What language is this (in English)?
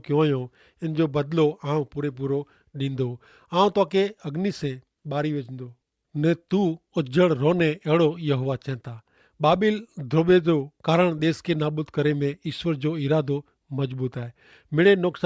Kachhi